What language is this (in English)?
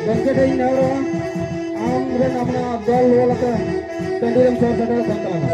Santali